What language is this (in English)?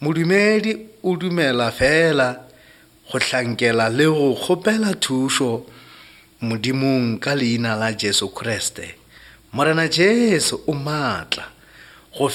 Northern Sotho